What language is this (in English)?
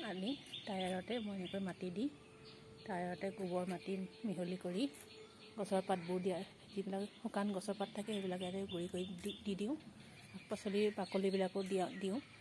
Assamese